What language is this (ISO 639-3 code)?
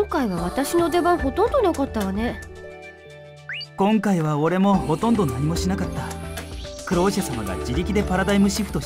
jpn